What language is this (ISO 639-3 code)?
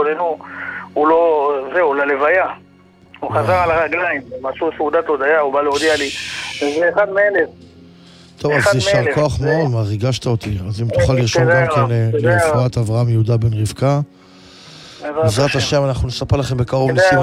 heb